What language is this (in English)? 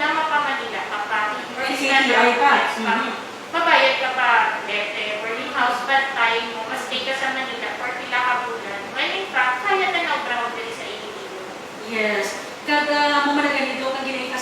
Hiligaynon